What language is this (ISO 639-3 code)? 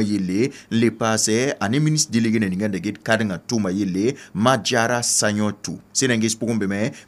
mos